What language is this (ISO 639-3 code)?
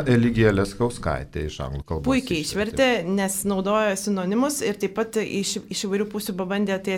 lit